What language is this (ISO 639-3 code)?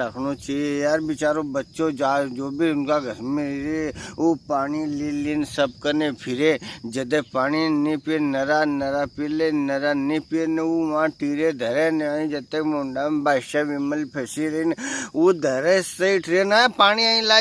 raj